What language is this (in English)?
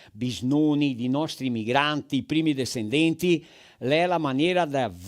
Venetian